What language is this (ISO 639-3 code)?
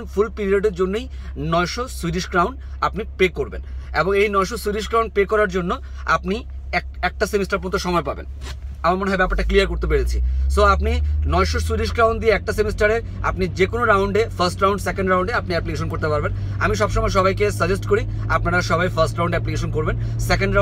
ben